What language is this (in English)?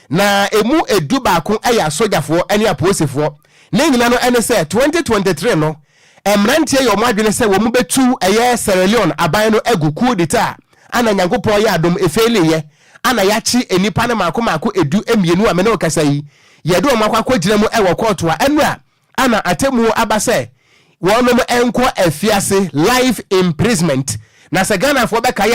Akan